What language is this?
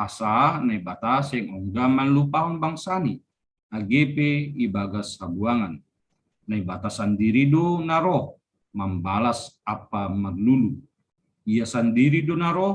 Batak Simalungun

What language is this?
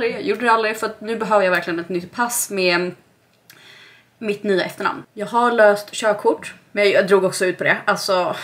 Swedish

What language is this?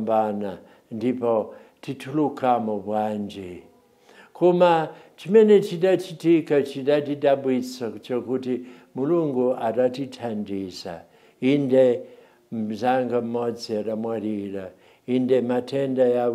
Nyanja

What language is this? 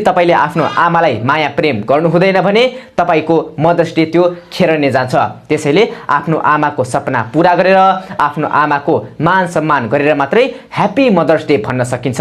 Nepali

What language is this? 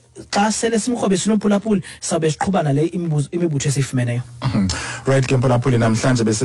Xhosa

